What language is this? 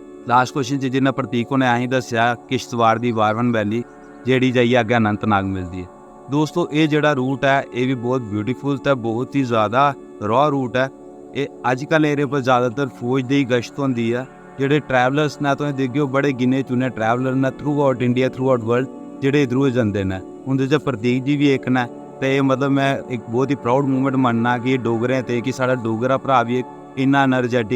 Dogri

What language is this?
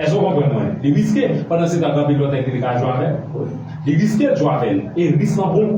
Haitian Creole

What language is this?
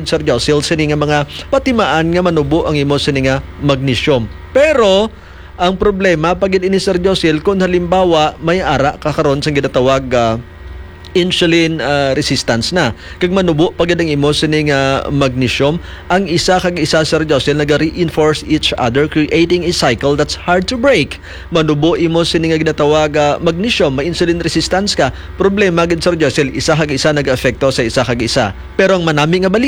Hiligaynon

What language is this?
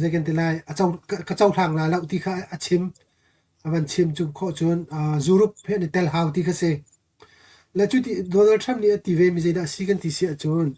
Hakha Chin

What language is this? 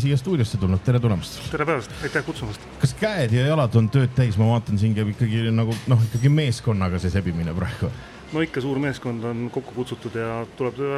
Estonian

